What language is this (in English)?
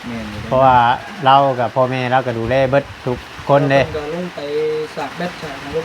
Northeastern Thai